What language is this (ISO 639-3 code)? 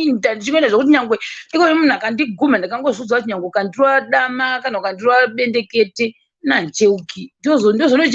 sna